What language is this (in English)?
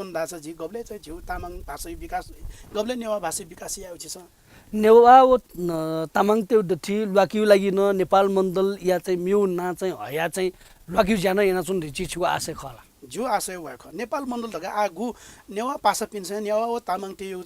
Newari